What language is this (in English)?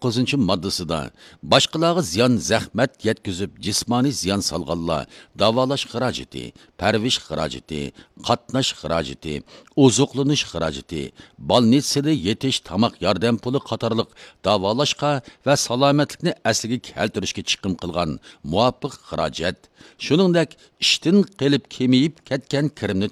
Uyghur